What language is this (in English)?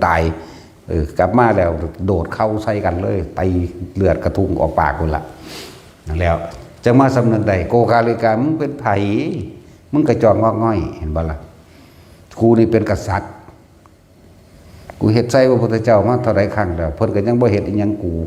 Lao